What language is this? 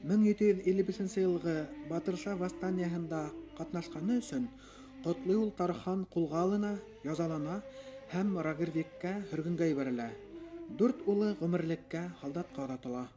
Bashkir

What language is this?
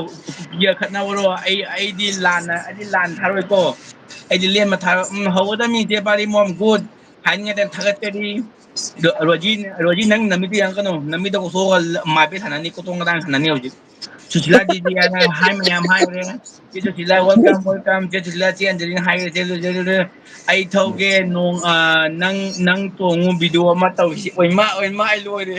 Manipuri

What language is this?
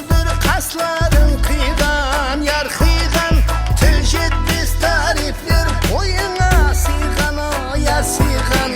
Kara-Kalpak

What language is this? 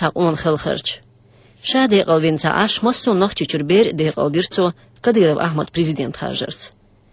Chechen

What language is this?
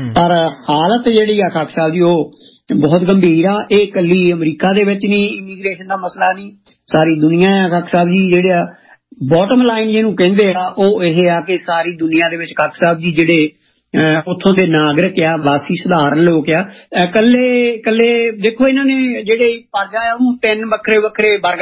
Punjabi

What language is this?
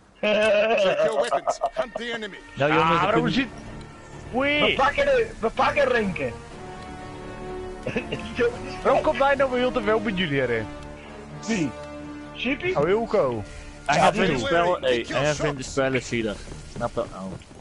Dutch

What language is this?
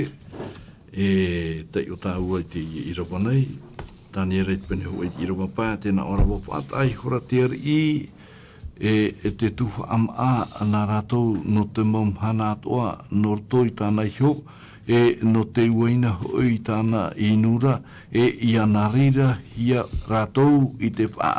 Tahitian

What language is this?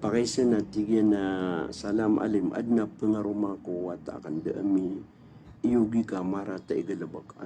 Maranao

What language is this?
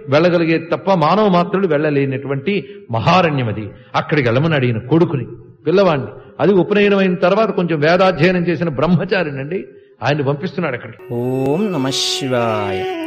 Telugu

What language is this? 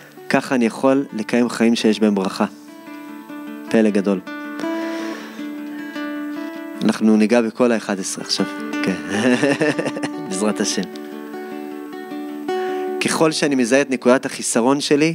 Hebrew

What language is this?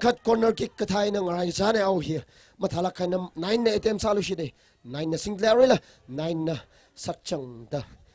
Tangkhul Naga (India)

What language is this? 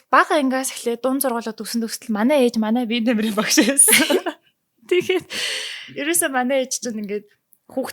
Mongolian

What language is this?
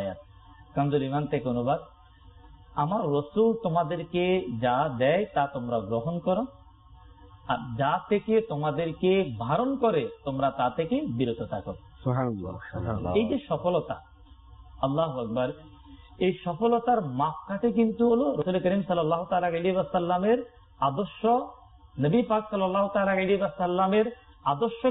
Bangla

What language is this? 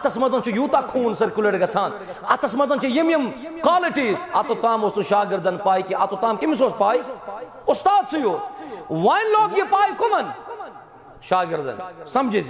Kashmiri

